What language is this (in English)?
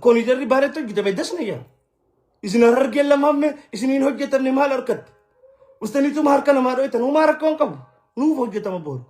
Oromo